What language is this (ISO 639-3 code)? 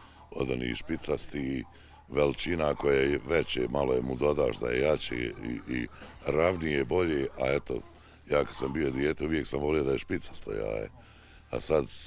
bos